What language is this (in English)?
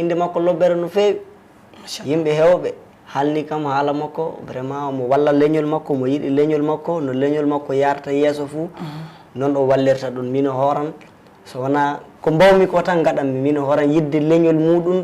Fula